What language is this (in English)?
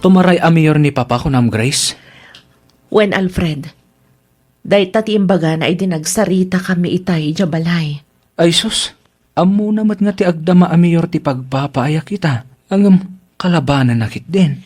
Iloko